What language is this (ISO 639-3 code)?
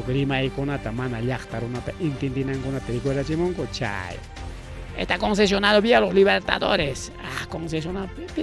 quy